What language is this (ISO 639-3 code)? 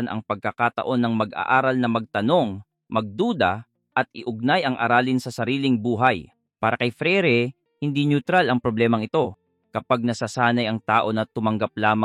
fil